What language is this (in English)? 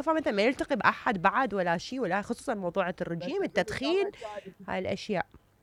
Mesopotamian Arabic